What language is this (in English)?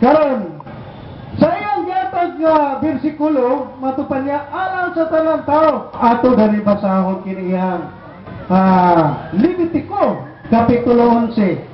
Cebuano